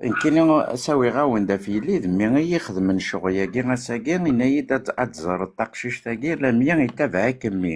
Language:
Kabyle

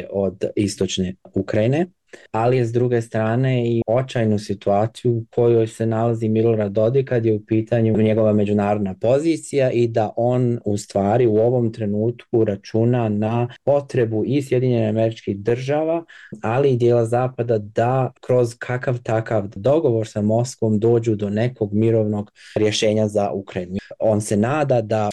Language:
Bosnian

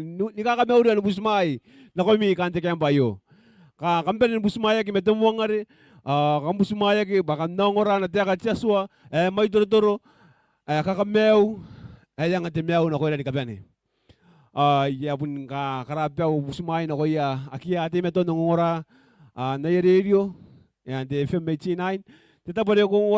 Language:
Gilbertese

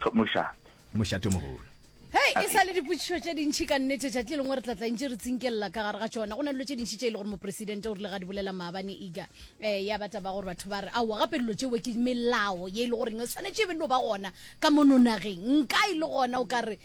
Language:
Northern Sotho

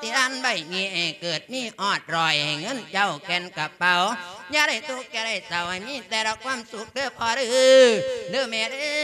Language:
Lao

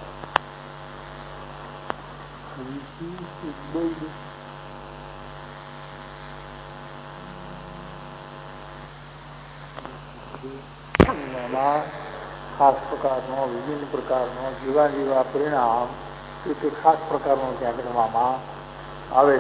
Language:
Gujarati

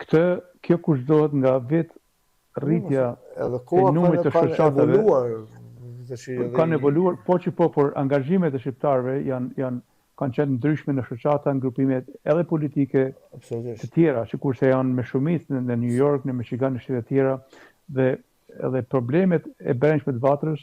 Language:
Albanian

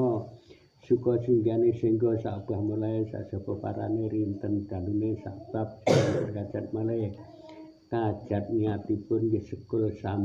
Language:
Javanese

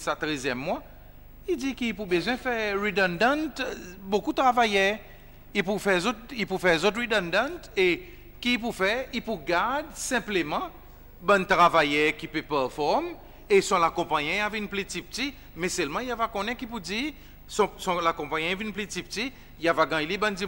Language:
Seselwa Creole French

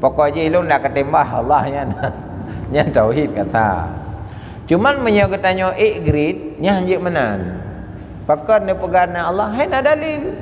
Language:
Achinese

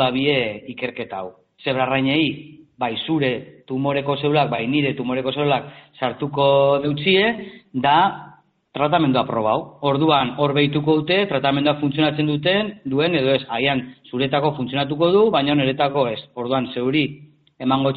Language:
Basque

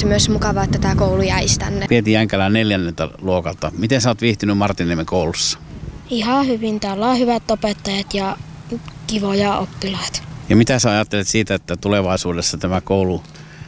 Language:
Finnish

